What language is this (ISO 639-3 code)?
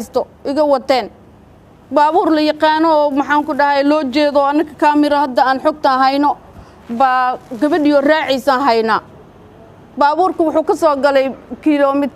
som